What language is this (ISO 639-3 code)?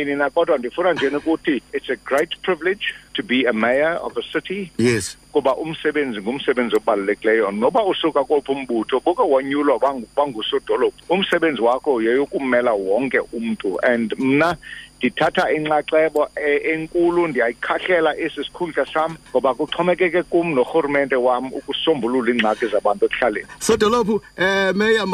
xho